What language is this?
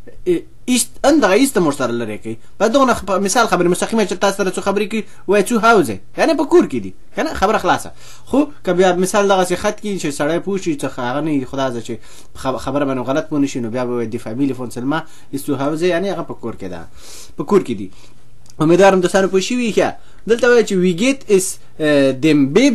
Pashto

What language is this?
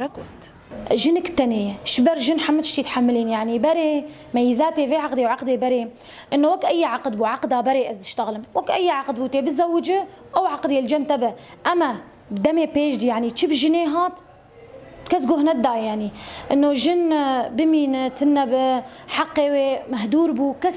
Kurdish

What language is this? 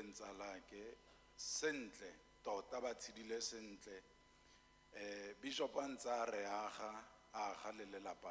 Tswana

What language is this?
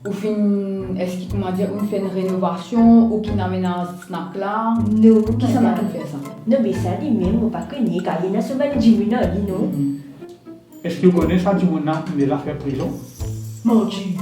Morisyen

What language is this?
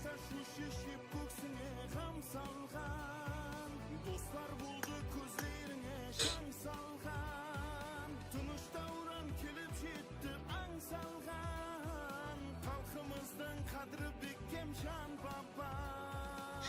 Kara-Kalpak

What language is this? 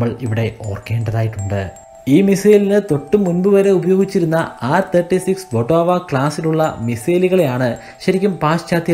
Malayalam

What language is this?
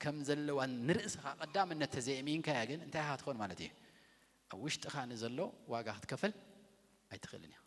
Tigrinya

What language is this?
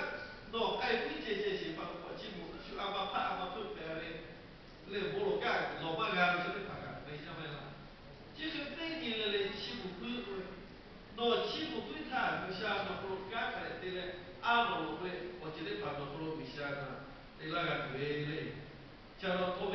Lahu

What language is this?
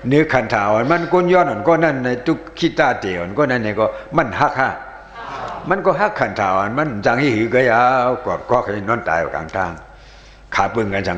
Shan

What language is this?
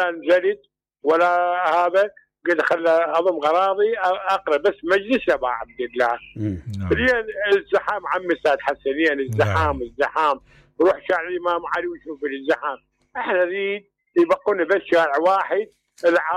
Mesopotamian Arabic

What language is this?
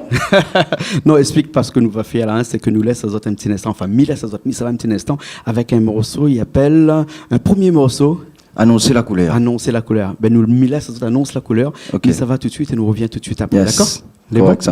Réunion Creole French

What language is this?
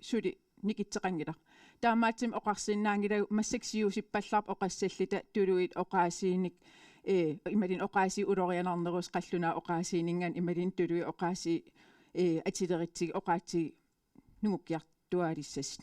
Kalaallisut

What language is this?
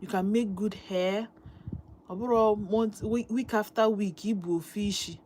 Igbo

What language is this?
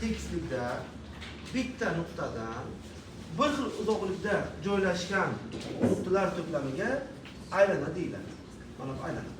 Uzbek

